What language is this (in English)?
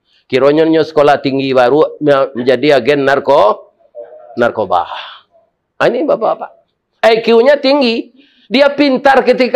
Minangkabau